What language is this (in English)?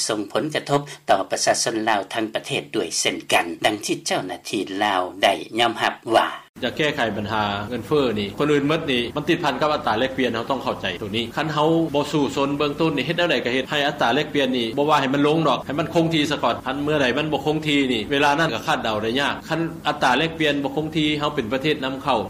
Lao